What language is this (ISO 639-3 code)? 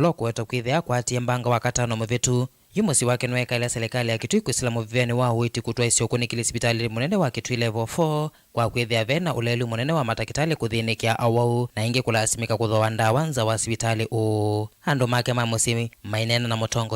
kam